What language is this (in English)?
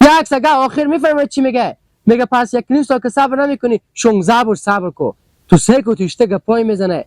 Hazaragi